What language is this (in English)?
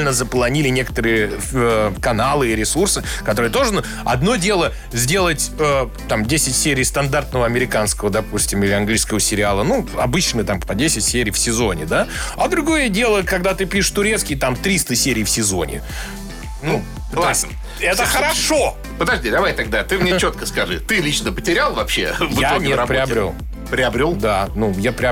Russian